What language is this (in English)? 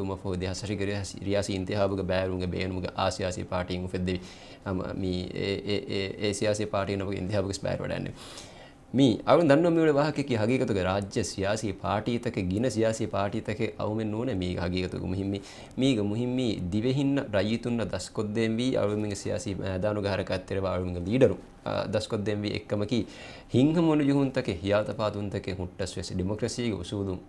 Divehi